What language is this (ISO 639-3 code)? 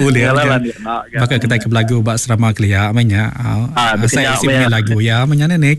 iba